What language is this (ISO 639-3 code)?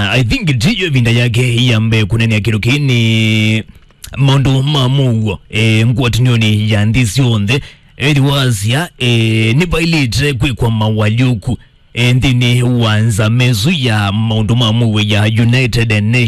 kam